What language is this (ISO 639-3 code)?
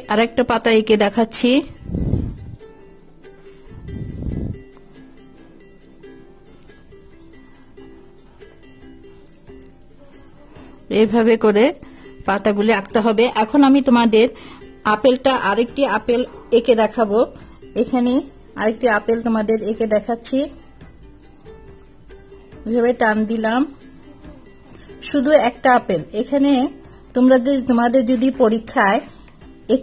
ben